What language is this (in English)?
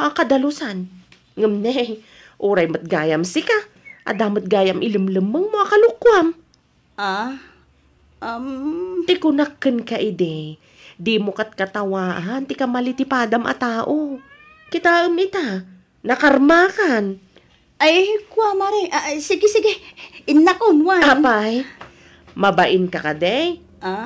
Iloko